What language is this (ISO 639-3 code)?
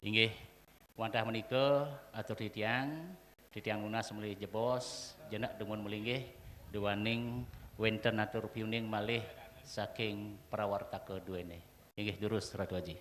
ban